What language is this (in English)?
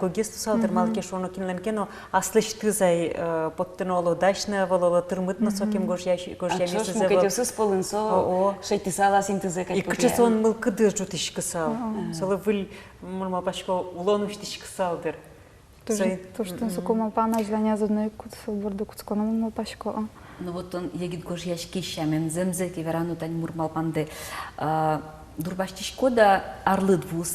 Udmurt